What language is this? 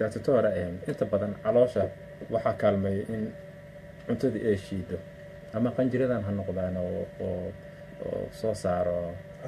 Somali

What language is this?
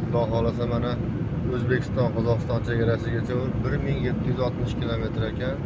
Uzbek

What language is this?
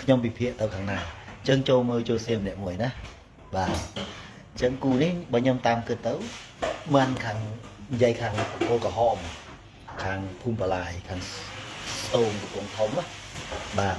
Khmer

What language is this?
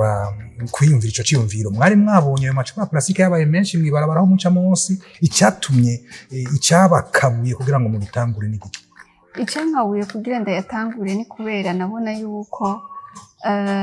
Rundi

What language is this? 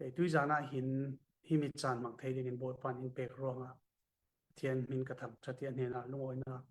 Falam Chin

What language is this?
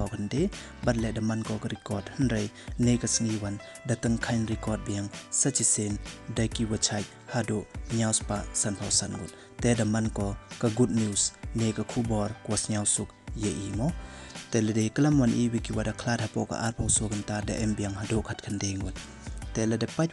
Pnar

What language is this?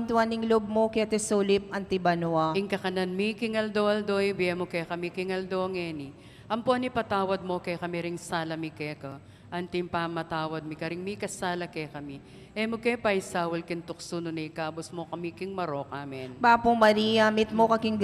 Pampanga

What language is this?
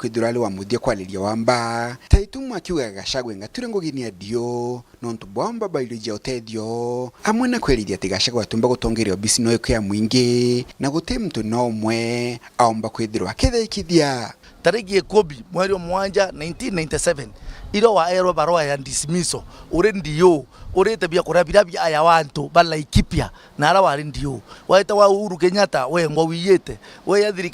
Meru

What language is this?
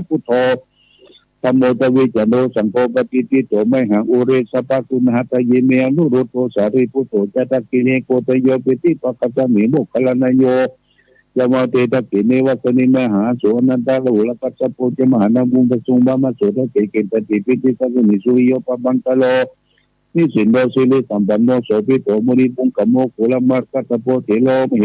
Pali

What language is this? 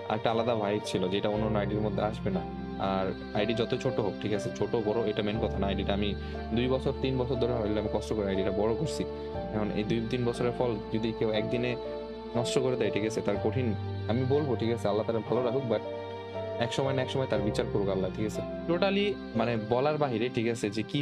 Bangla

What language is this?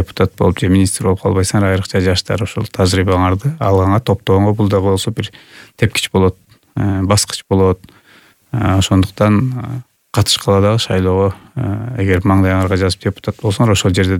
Kyrgyz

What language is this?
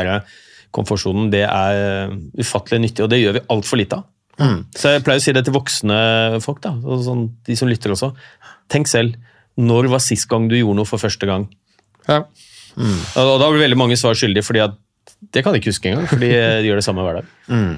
Norwegian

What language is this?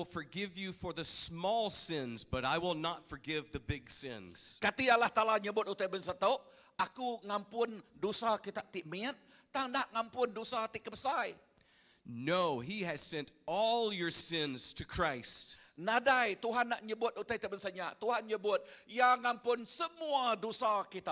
Iban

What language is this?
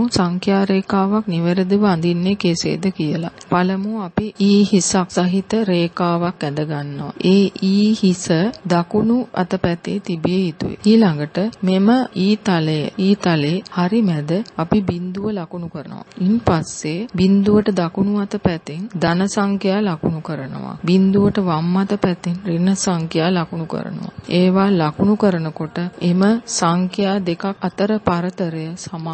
Sinhala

